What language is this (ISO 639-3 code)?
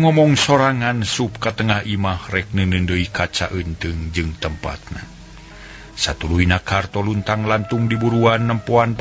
sun